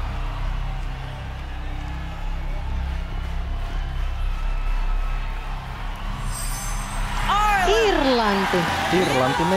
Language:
Finnish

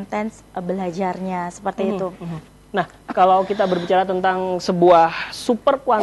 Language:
Indonesian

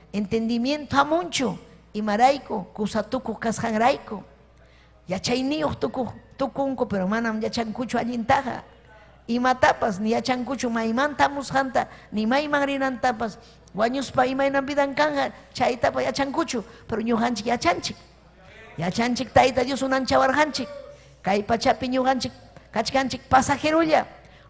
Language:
Ayacucho Quechua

